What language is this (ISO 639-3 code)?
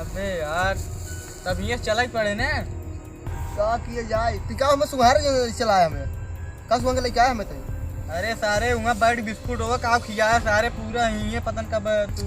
awa